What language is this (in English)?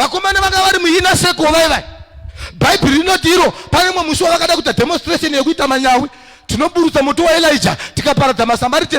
Shona